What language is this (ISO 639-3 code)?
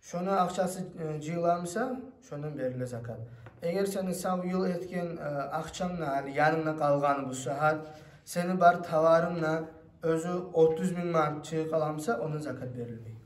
kum